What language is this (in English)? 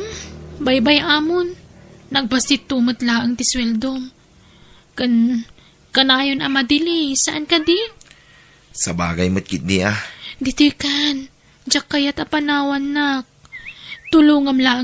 Iloko